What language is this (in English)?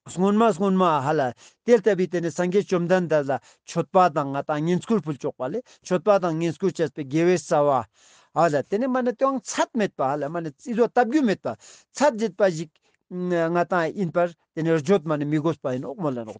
Ladakhi